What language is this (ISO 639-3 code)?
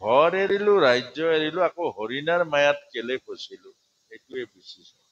asm